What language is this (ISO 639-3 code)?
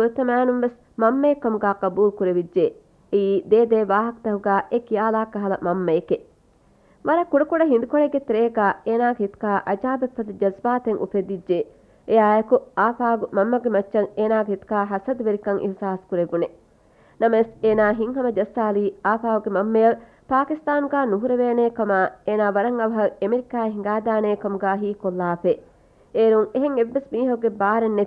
div